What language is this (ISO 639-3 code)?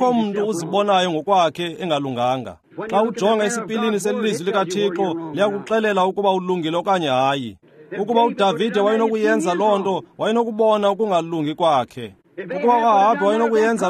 xho